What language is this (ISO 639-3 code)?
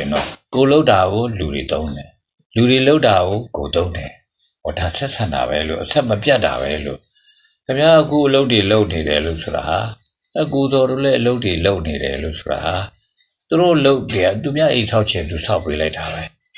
mya